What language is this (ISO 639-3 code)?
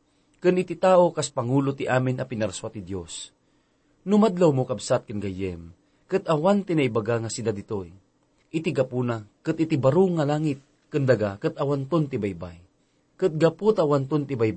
ilo